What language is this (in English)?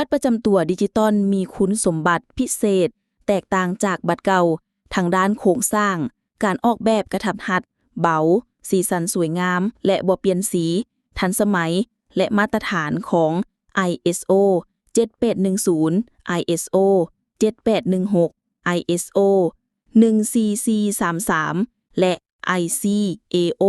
Lao